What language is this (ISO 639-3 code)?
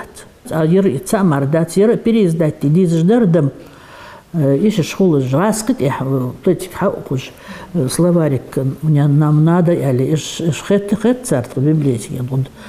inh